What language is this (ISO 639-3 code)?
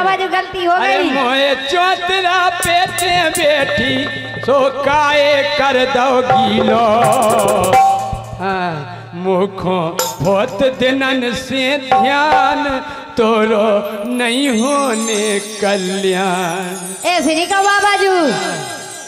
bns